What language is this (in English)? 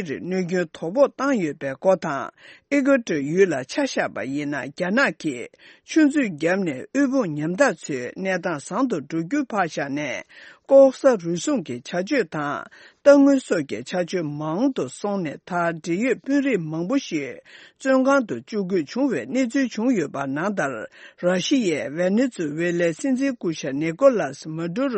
Tibetan